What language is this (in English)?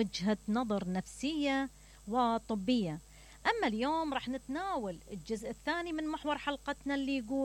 Mesopotamian Arabic